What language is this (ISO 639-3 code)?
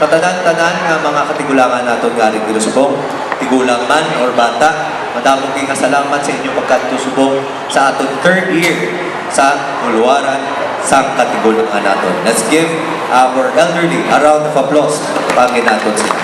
hil